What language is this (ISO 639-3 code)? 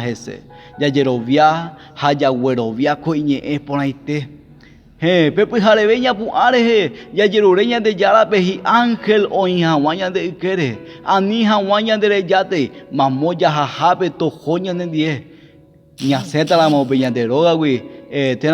grn